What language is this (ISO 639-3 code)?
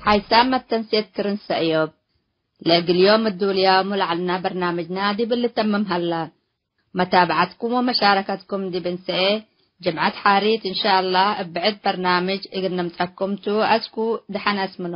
tig